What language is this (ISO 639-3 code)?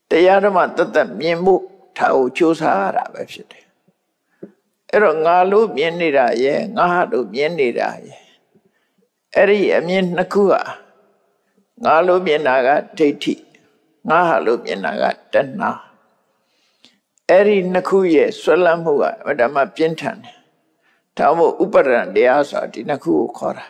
mya